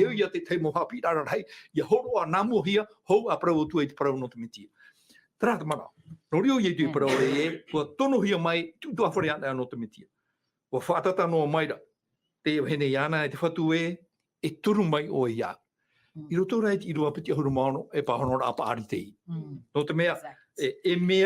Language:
Tahitian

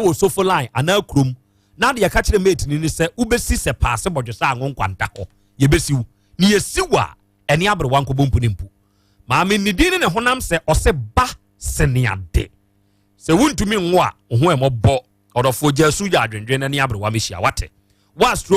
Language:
Akan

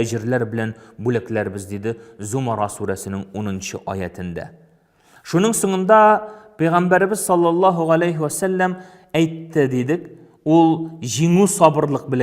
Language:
Tatar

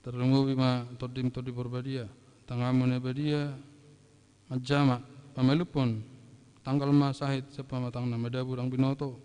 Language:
Batak Toba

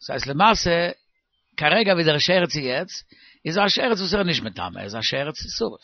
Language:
Yiddish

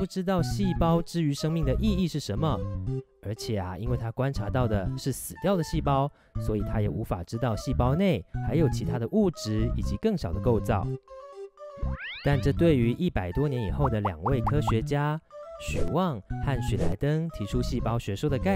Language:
Chinese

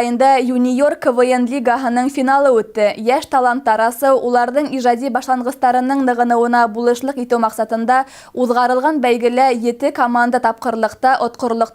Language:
Bashkir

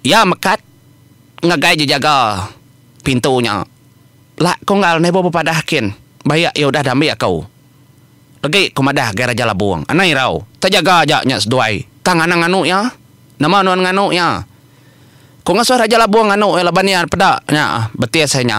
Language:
Iban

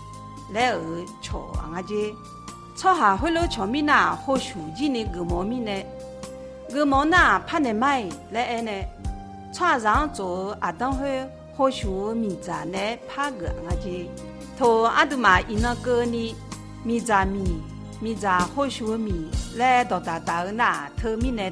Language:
Akha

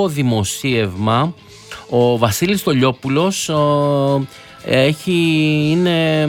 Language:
Greek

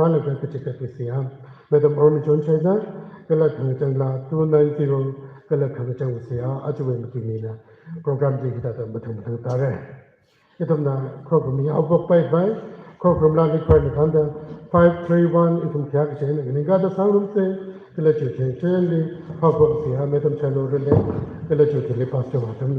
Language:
Tangkhul Naga (India)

